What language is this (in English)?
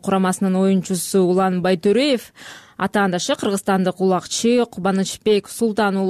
Kyrgyz